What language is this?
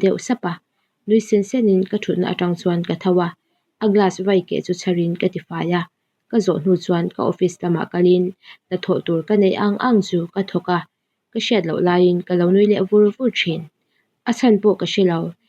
Mizo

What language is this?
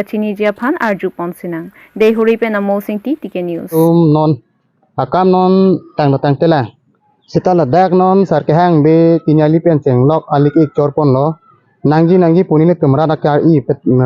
Karbi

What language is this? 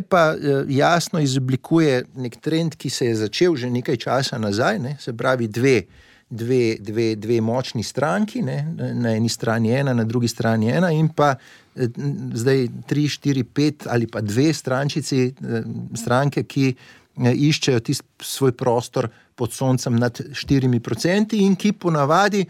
Slovenian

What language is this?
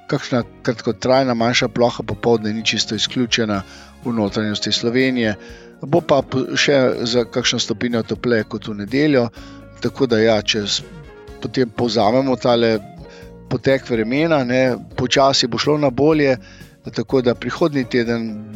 Slovenian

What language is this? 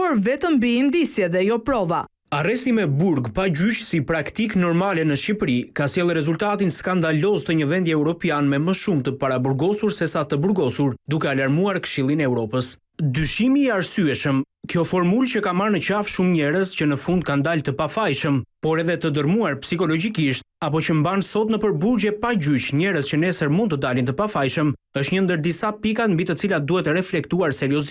Albanian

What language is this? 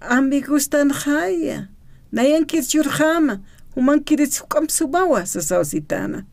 Aymara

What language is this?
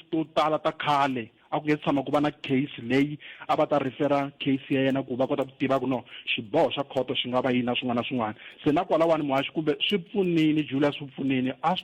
Tsonga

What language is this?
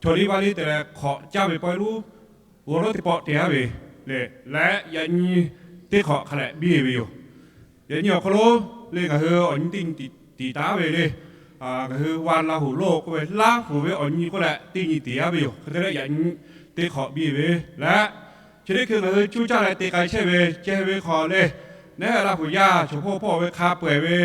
Lahu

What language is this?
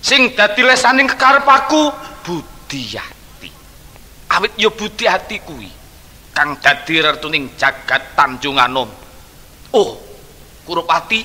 Javanese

